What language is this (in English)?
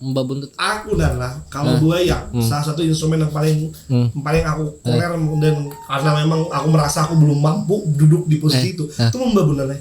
Banjar